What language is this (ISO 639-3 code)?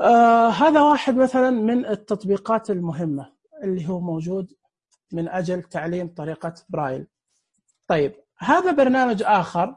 ars